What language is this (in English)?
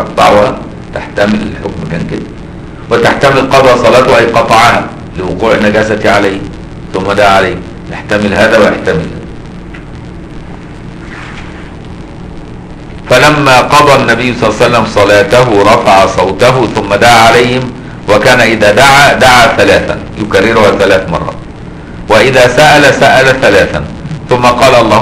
Arabic